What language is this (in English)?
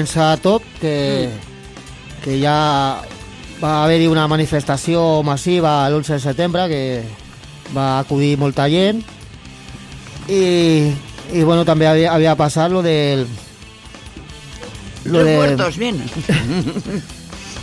Catalan